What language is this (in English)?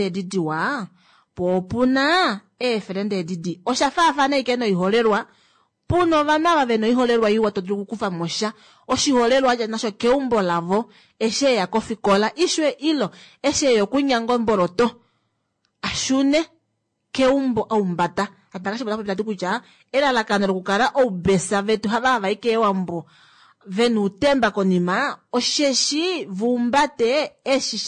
Kuanyama